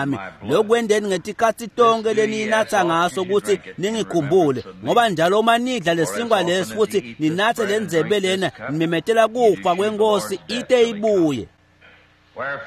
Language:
Swati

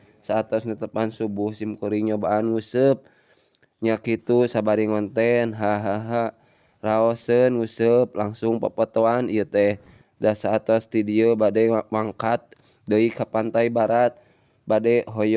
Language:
Sundanese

